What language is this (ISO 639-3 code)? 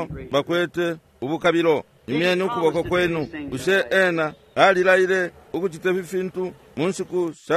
bem